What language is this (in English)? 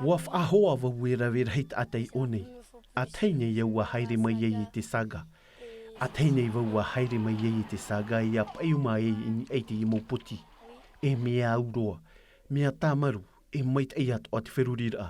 Tahitian